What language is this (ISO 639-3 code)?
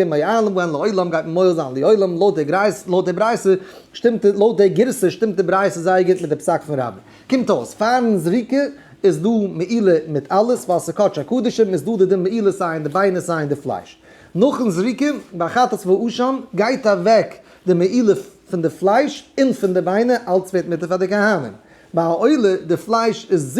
yid